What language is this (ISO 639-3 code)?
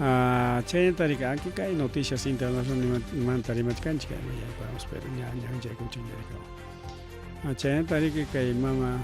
quy